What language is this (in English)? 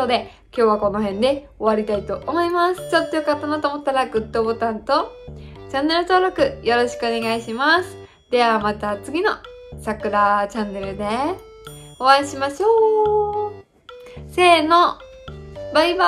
Japanese